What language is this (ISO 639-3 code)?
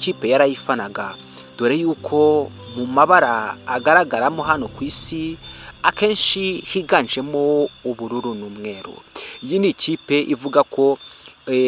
kin